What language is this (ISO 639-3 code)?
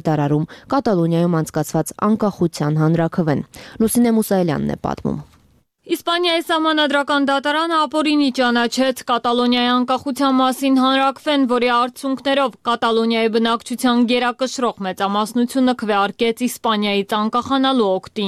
hye